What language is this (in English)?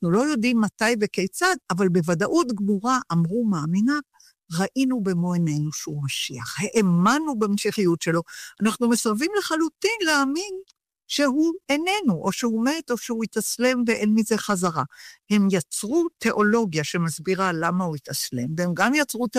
Hebrew